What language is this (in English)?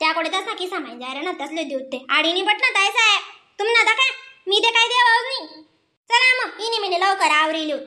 Khandesi